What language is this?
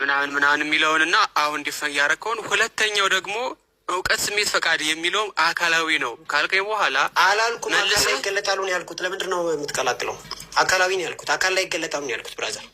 Amharic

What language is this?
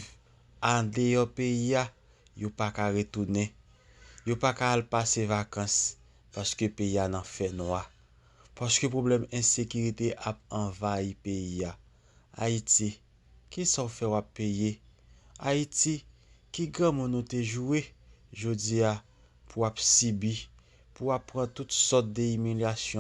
Haitian Creole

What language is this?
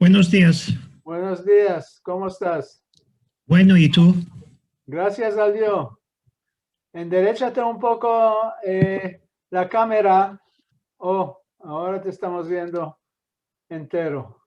Ladino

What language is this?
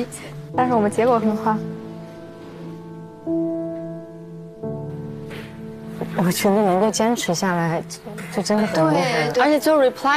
Chinese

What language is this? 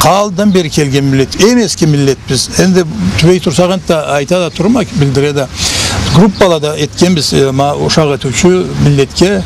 Karachay-Balkar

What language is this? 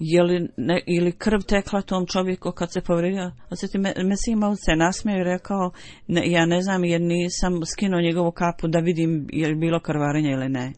Bosnian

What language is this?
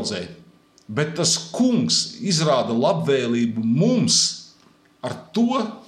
Latvian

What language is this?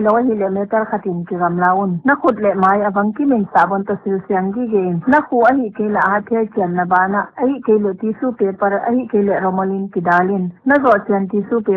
Paite Chin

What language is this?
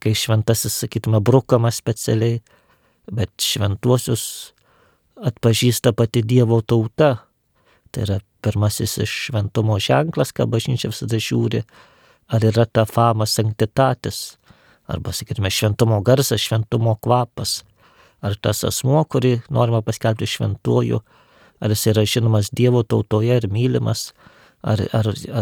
Lithuanian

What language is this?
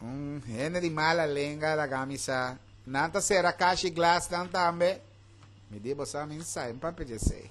Papiamento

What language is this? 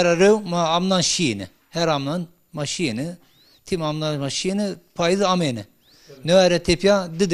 Zaza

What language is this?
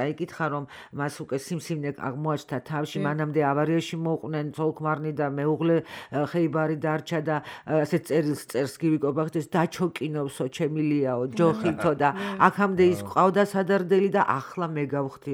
Georgian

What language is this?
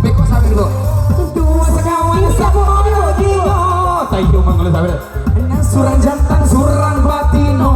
Minangkabau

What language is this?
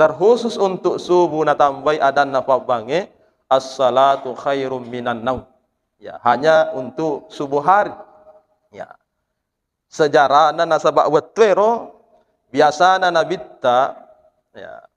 Buginese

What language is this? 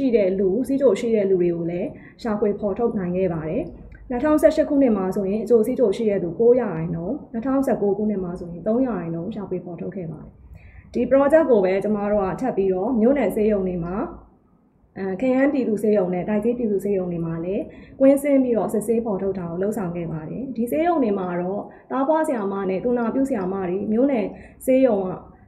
Burmese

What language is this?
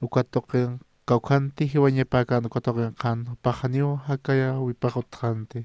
Aymara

